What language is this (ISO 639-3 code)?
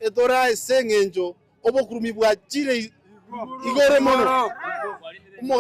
guz